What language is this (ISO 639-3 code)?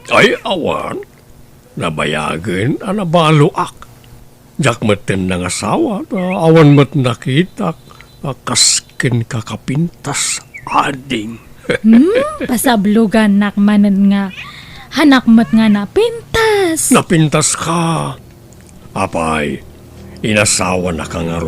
ilo